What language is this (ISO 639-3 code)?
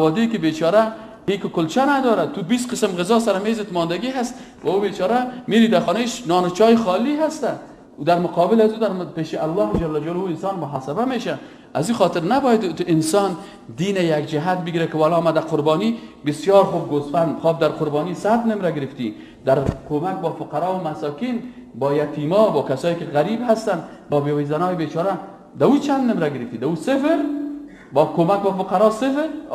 fas